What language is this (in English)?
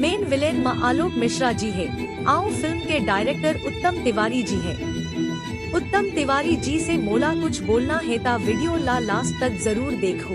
Chhattisgarhi